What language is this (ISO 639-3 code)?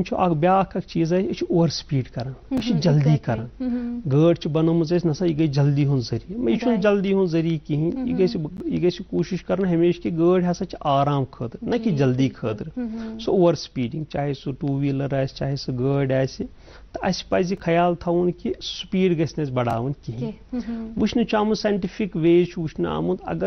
kas